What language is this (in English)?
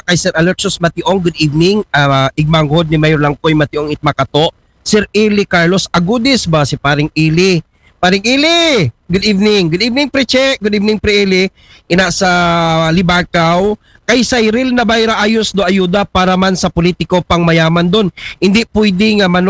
Aklanon